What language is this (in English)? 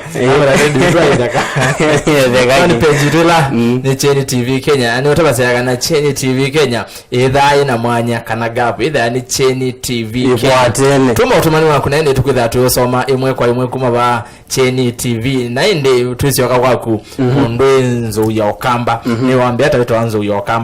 Kamba